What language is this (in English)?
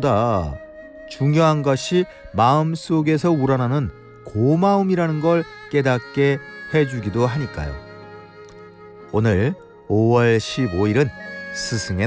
Korean